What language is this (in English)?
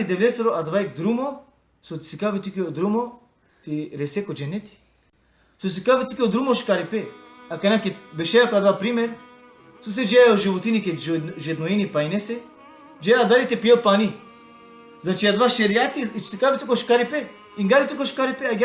Balkan Romani